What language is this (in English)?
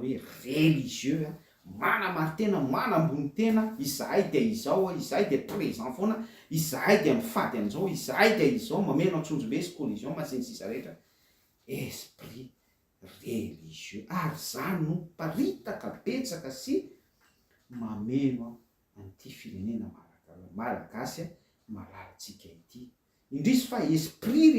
Malagasy